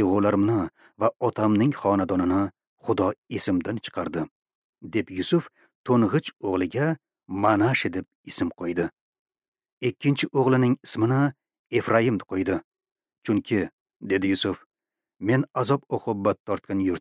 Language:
Uzbek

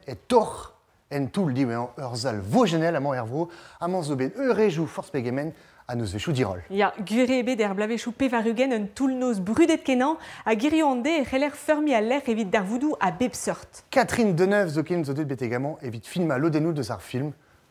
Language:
Breton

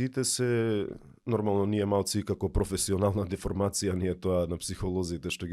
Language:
Macedonian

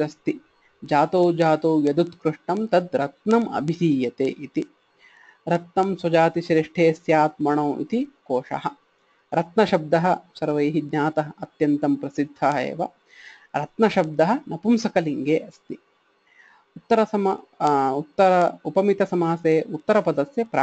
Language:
Sanskrit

